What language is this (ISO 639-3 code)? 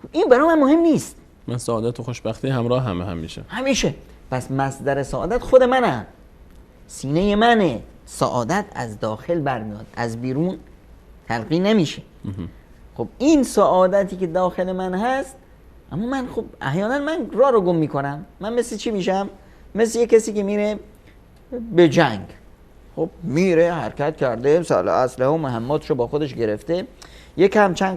fas